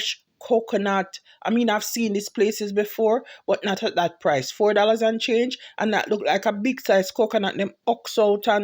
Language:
Jamaican Creole English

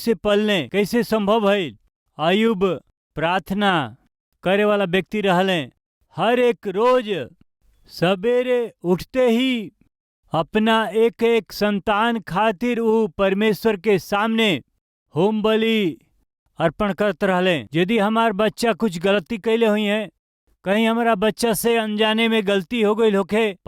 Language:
Bhojpuri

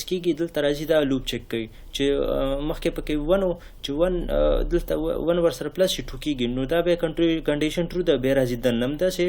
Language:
Pashto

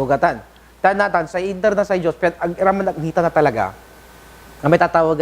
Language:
Pangasinan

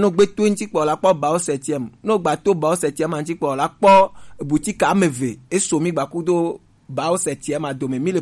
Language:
Gen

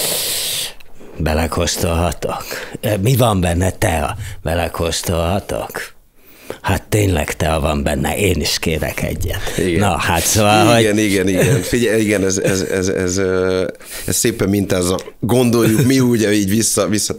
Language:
Hungarian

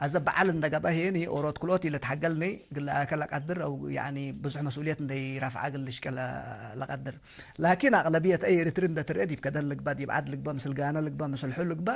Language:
Tigre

